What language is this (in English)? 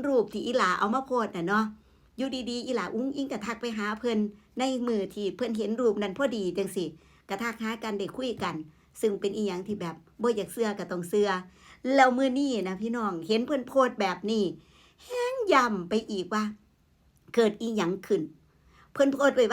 Northeastern Thai